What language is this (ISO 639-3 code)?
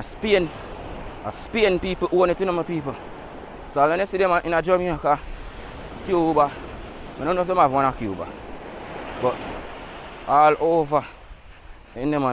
jam